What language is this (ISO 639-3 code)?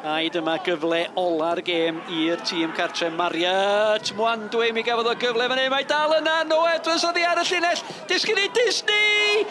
cym